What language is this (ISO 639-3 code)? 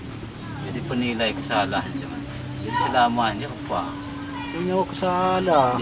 ljp